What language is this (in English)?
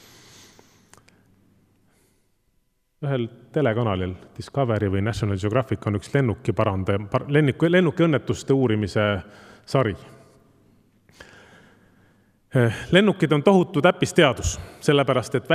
Estonian